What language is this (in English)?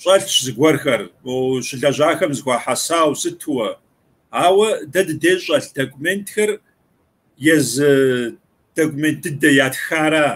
Kabardian